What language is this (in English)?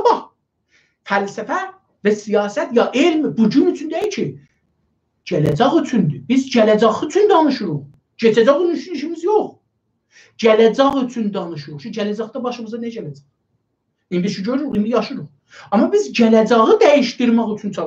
South Azerbaijani